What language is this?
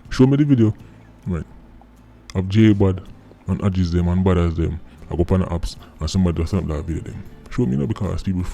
Jamaican Creole English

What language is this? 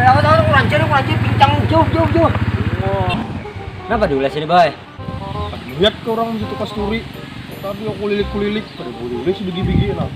Banjar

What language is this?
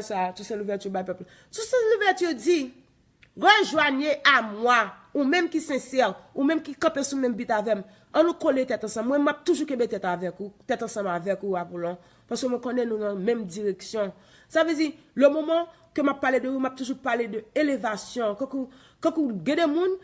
Haitian Creole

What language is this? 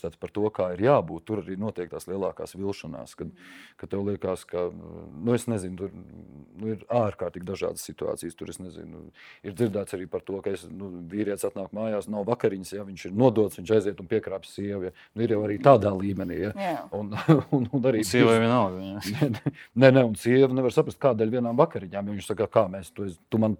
Latvian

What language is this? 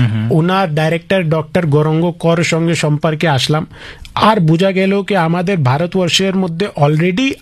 Bangla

